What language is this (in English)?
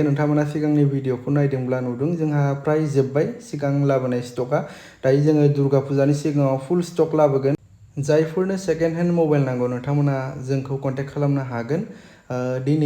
Bodo